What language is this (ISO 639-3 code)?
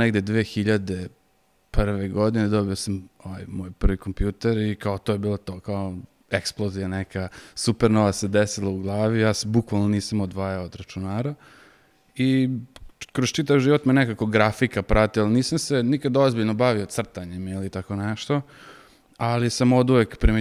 srp